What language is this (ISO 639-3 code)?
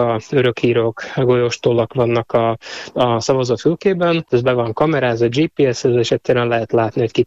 hun